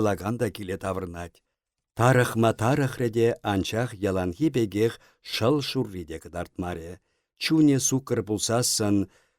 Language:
Chuvash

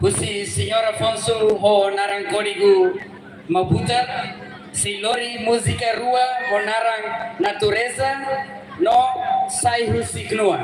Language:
Tetum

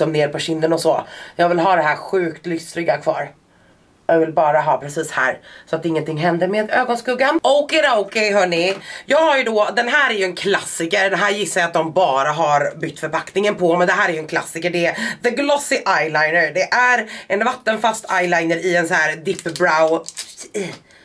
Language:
Swedish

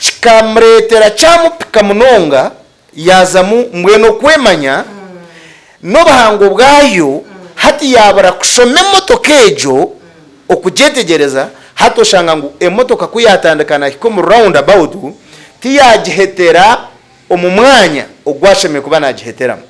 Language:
Nyankole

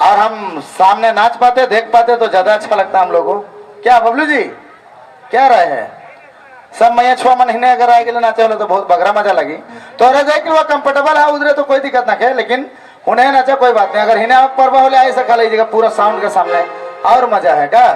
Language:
Sadri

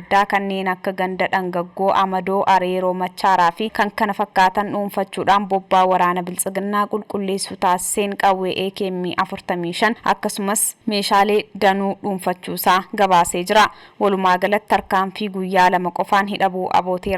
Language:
Oromo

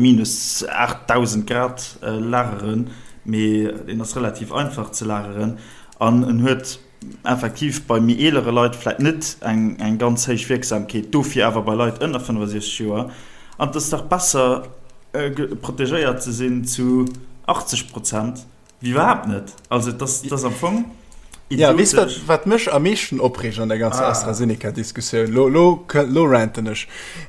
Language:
Luxembourgish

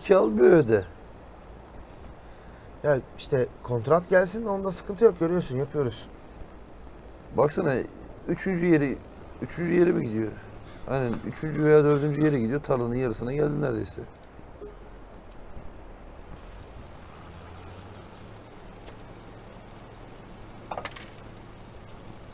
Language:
Turkish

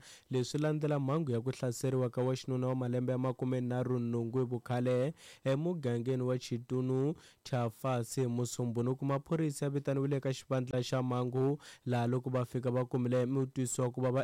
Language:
Tsonga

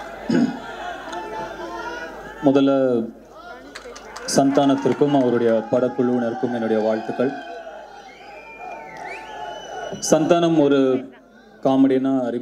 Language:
Tamil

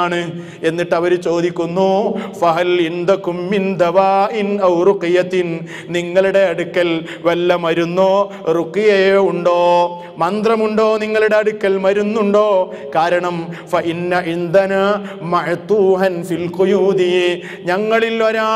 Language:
Malayalam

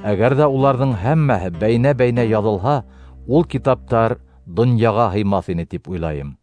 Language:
Bashkir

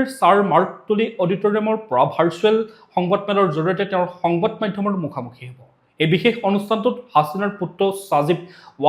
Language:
Assamese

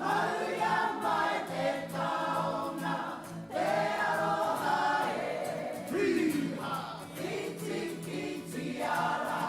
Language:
Māori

